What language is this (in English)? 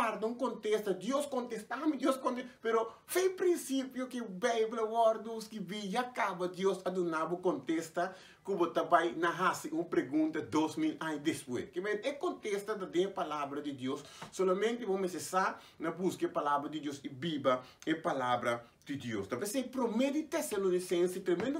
Papiamento